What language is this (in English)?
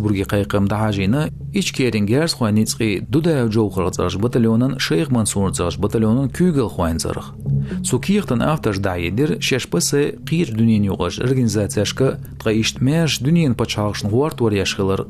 Chechen